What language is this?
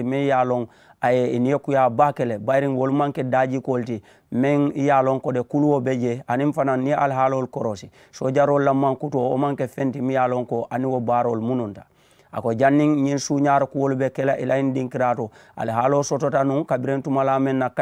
Mandingo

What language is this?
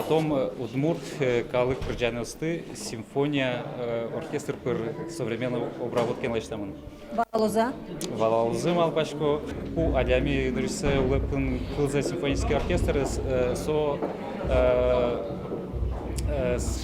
Udmurt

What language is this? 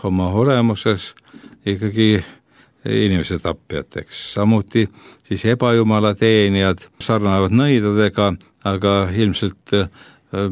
Estonian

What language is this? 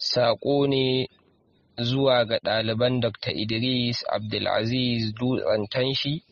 Hausa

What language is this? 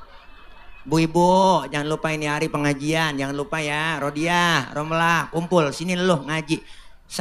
Betawi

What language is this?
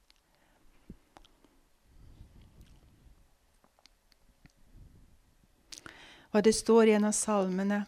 Norwegian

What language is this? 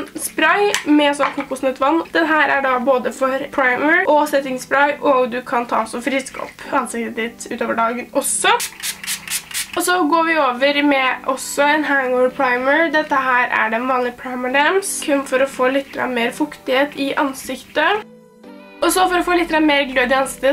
Norwegian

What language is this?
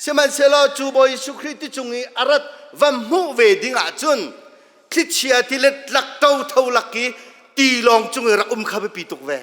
Hakha Chin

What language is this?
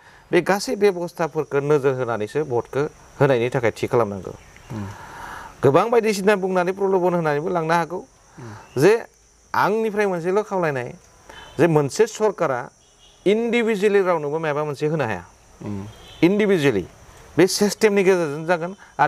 Bodo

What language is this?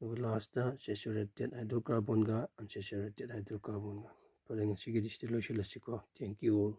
Manipuri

